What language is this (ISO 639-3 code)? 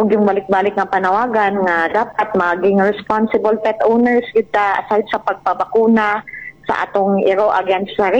ceb